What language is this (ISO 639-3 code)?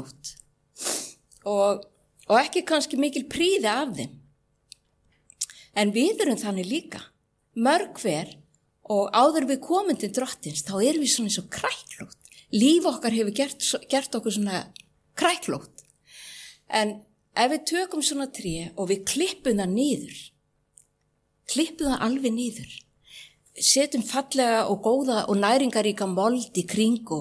isl